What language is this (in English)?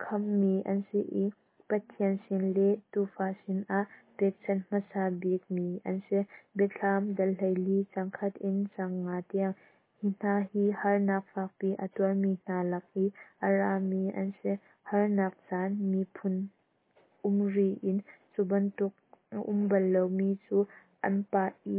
Hakha Chin